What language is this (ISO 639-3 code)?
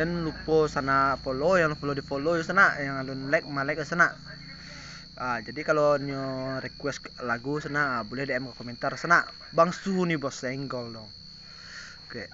min